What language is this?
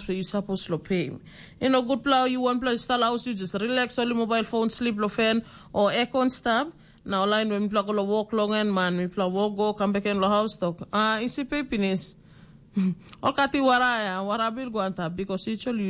Tok Pisin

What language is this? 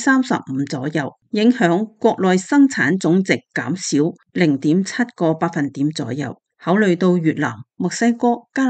Cantonese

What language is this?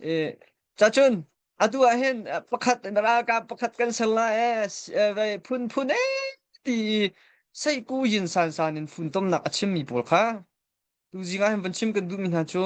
Hakha Chin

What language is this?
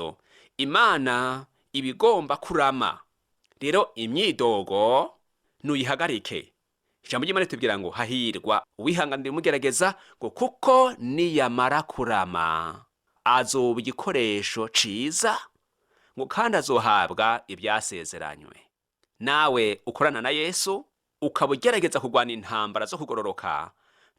Rundi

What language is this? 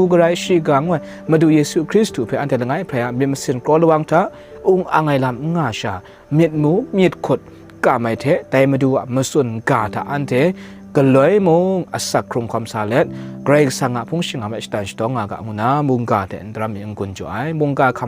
Kachin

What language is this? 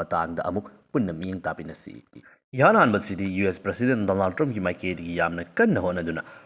Manipuri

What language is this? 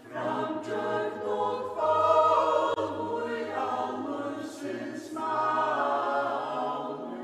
Faroese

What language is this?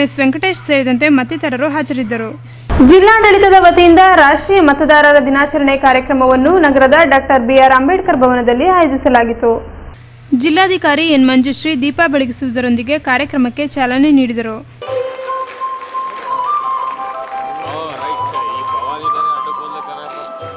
Kannada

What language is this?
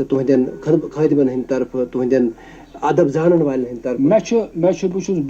Kashmiri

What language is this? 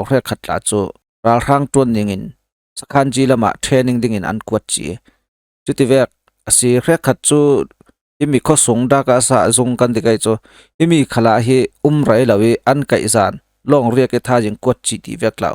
Falam Chin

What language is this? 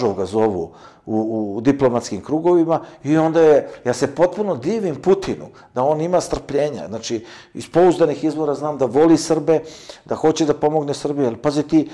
Serbian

